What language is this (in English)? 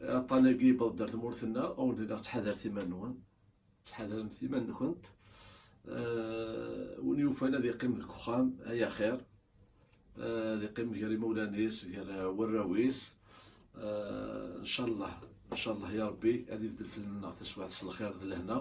Kabyle